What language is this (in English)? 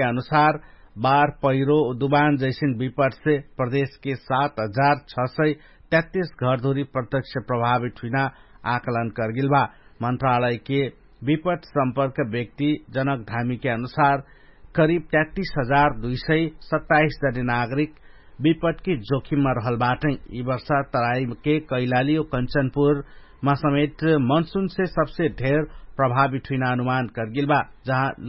Dangaura Tharu